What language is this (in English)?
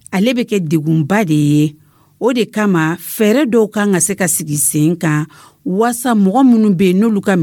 Dyula